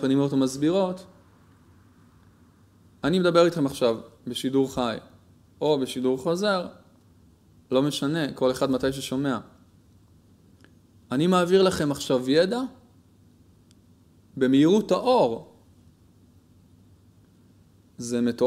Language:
Hebrew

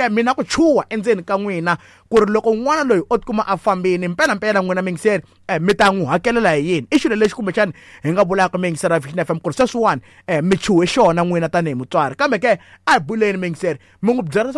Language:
Tsonga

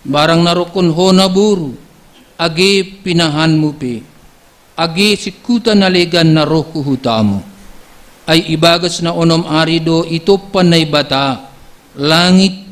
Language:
Batak Simalungun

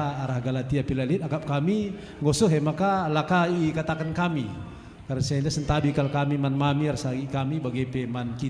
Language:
Batak Karo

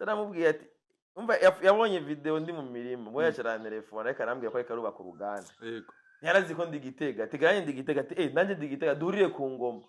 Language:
Rundi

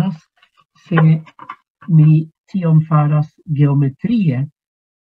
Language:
Esperanto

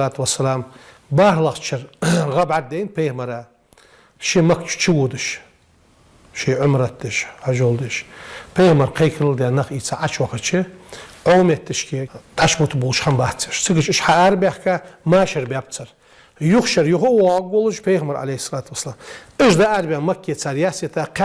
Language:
Ingush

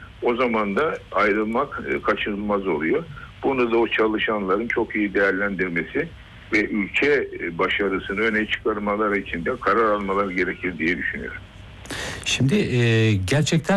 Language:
Turkish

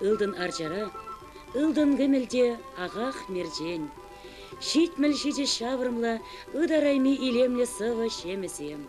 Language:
Chuvash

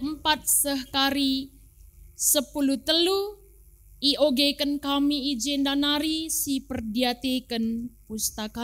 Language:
Batak Karo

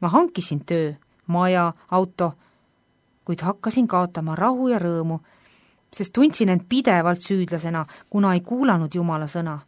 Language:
Estonian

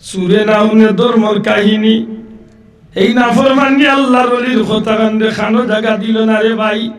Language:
Sylheti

